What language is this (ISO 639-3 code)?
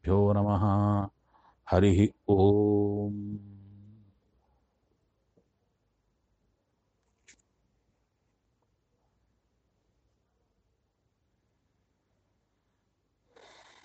kan